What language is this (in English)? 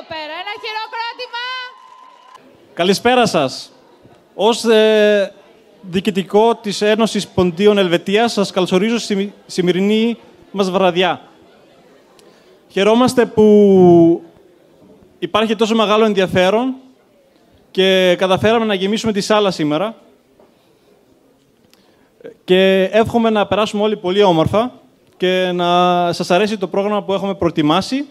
Greek